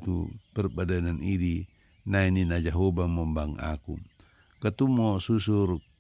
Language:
Batak Dairi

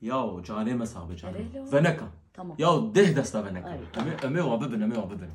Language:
Kurdish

